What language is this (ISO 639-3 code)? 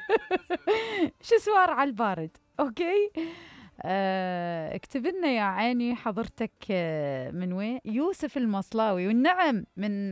acm